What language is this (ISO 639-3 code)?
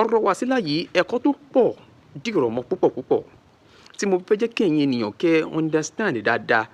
yor